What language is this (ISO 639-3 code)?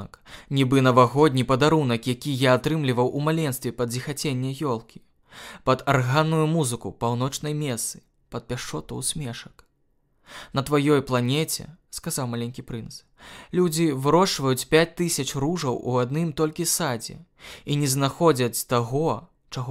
bel